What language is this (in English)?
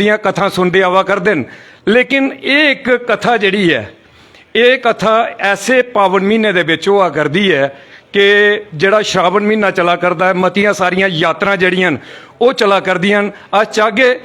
Dogri